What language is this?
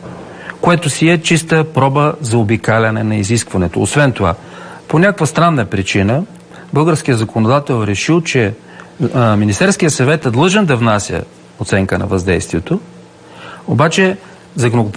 Bulgarian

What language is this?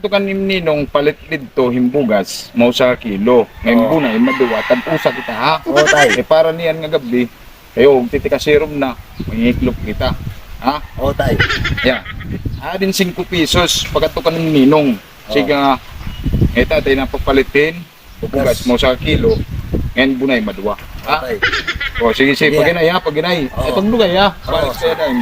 Waray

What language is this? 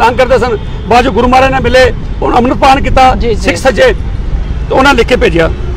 Punjabi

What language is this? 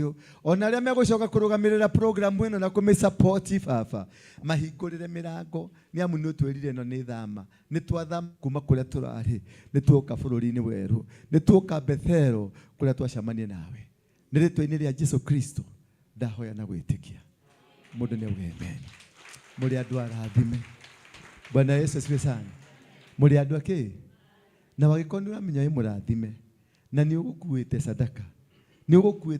Kikuyu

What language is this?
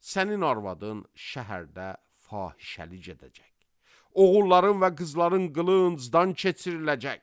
Azerbaijani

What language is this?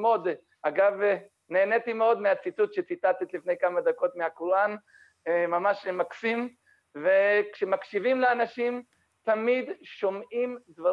Hebrew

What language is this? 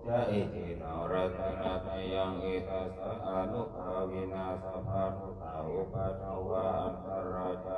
Pali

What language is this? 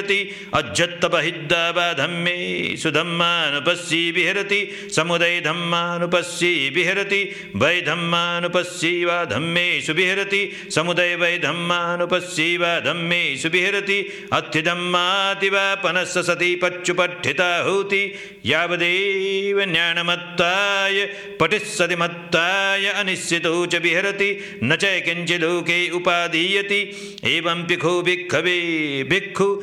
Pali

